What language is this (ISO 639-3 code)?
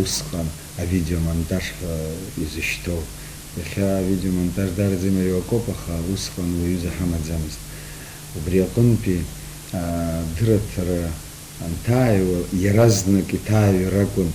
abk